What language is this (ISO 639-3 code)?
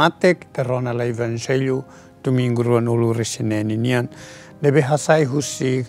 tet